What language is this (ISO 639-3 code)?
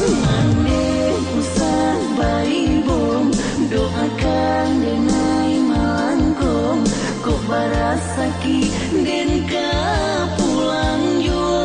min